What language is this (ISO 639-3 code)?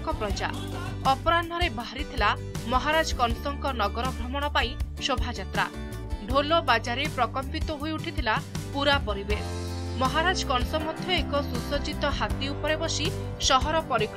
ori